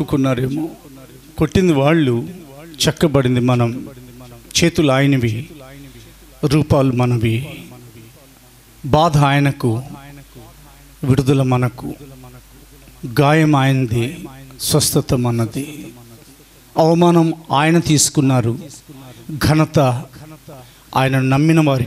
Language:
Telugu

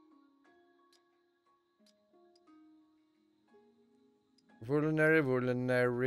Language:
Swedish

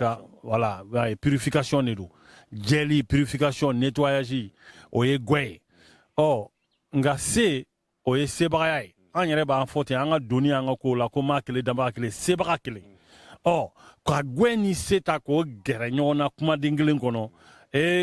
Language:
Bambara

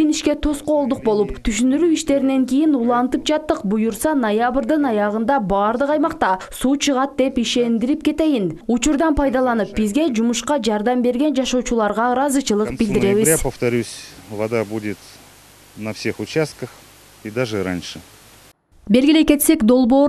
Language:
Kyrgyz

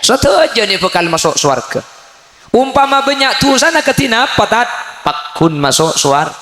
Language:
Madurese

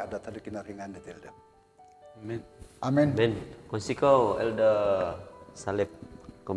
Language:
Central Dusun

